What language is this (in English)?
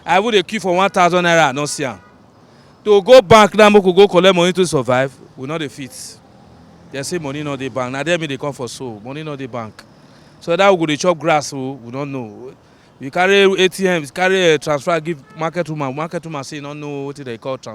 Nigerian Pidgin